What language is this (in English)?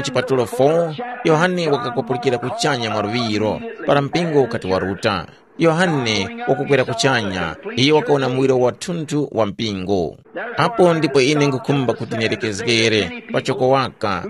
Tumbuka